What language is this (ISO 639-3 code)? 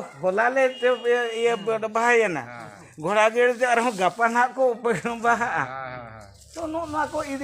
sat